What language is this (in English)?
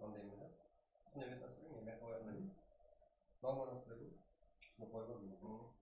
Kara-Kalpak